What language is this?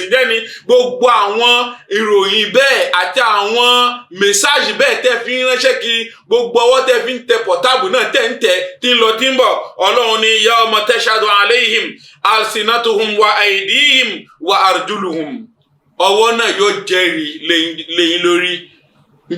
Yoruba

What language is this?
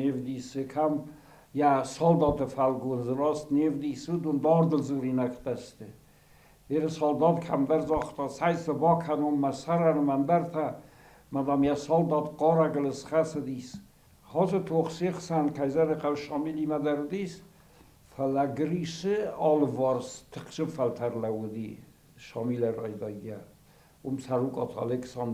Ossetic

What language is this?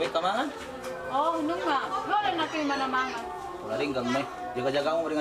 Batak Toba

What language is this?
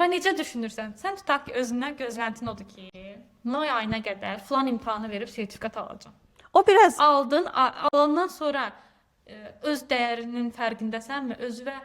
Azerbaijani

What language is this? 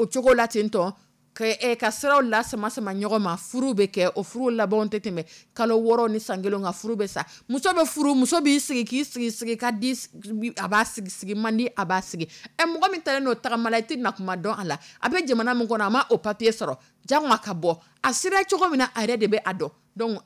Dyula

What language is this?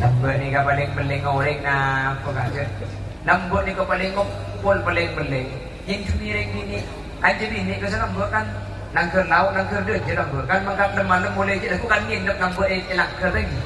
Madurese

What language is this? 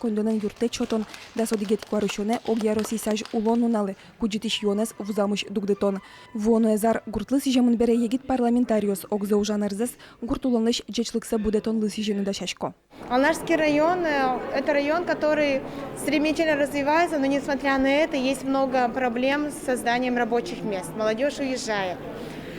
Udmurt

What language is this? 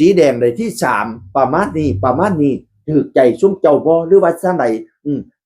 Northeastern Thai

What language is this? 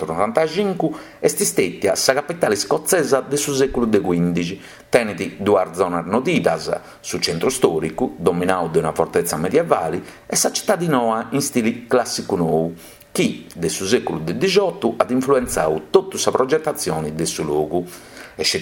Sardinian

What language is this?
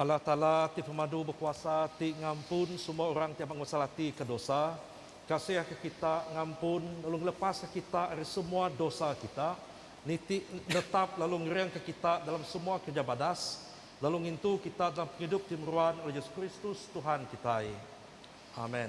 Iban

